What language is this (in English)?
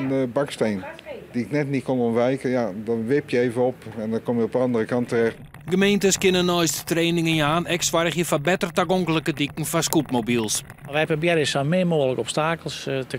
Western Frisian